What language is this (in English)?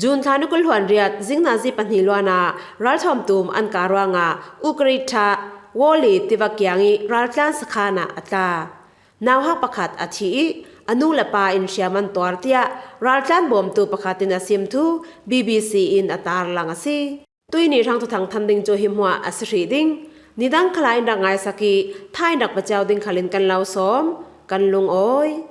Falam Chin